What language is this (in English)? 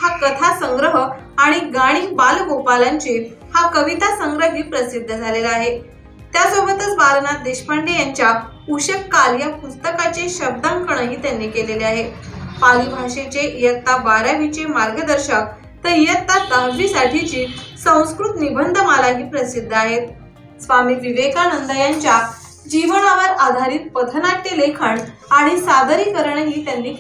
Marathi